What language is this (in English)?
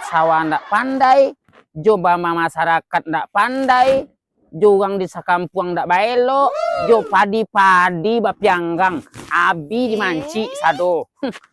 Minangkabau